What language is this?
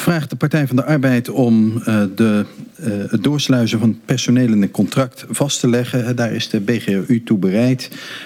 Dutch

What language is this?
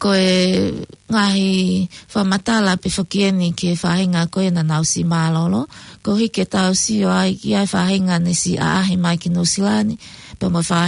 Tongan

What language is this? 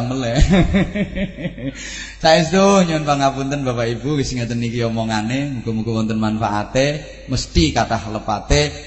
Javanese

